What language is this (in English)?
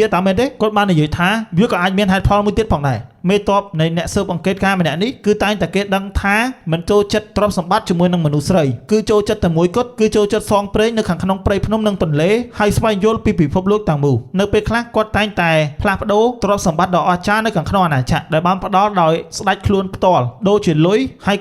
Khmer